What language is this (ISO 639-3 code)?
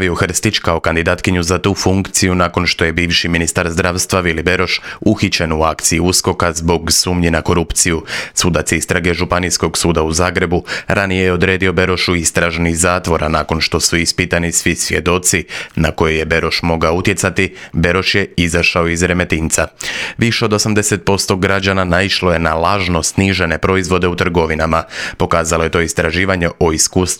hrv